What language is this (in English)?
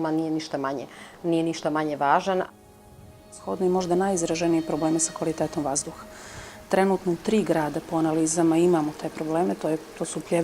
Bosnian